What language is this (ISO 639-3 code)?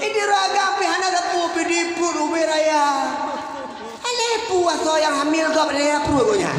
ace